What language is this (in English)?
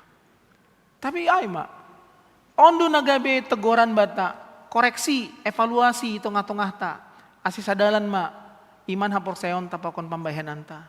Batak Simalungun